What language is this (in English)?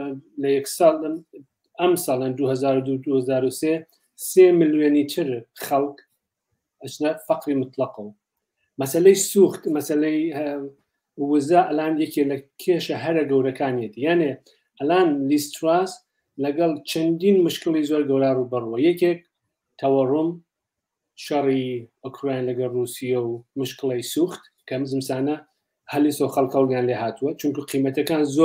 Central Kurdish